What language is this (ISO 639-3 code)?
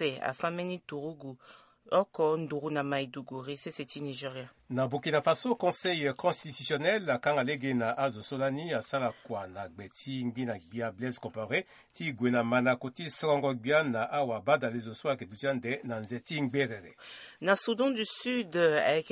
sag